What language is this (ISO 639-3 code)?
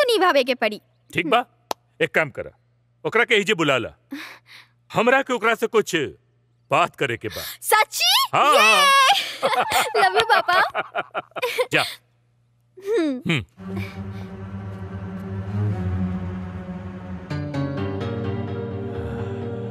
bho